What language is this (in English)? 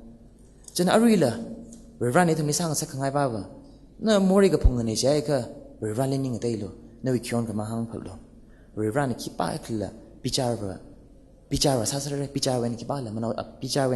Tangkhul Naga (India)